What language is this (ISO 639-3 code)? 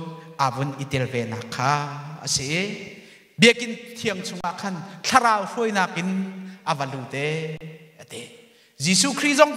cnh